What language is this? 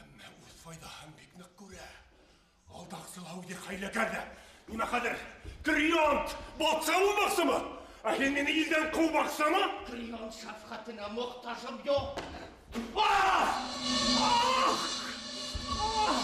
Bashkir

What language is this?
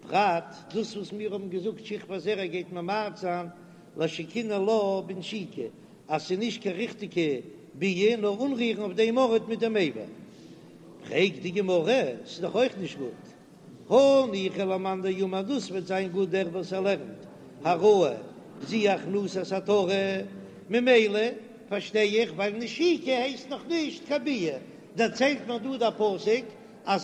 Yiddish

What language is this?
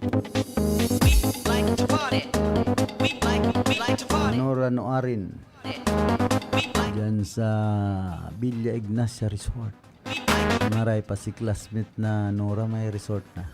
Bikol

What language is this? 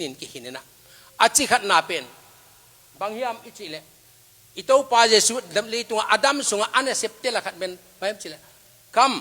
Tedim Chin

